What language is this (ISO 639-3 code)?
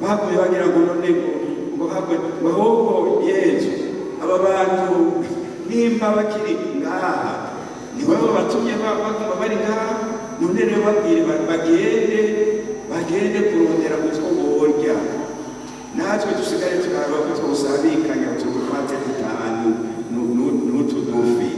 run